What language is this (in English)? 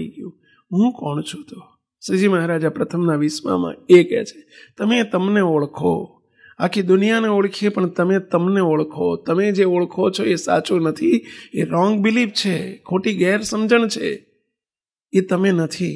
Gujarati